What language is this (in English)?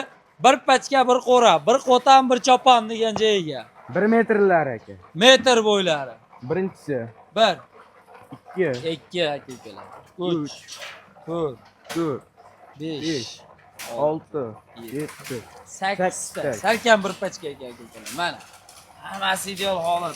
Uzbek